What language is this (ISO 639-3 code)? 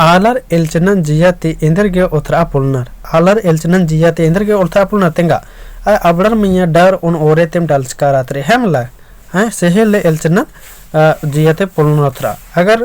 kru